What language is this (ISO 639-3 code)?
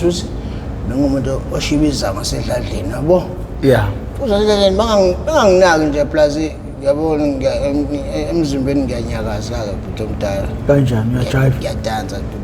zul